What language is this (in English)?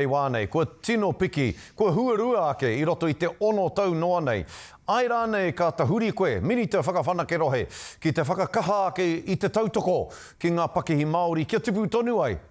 Māori